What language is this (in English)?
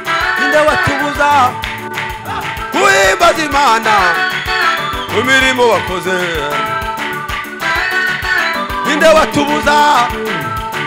Kinyarwanda